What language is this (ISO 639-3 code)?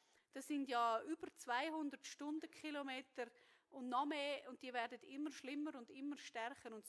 gsw